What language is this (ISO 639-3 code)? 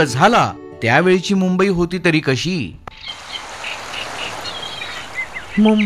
mar